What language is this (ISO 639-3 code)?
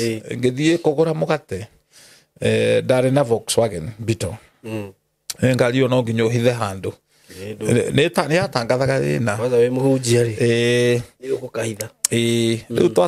kik